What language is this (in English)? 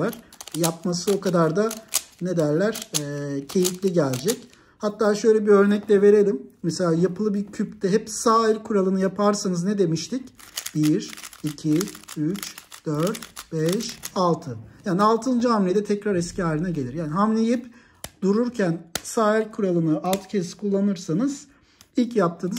Turkish